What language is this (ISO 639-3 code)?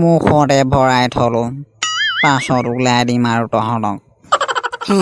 asm